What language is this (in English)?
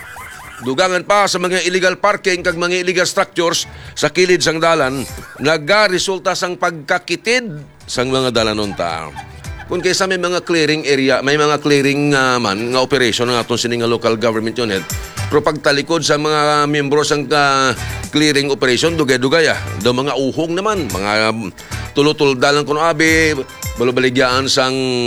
Hiligaynon